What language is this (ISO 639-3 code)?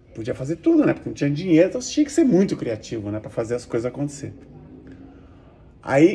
por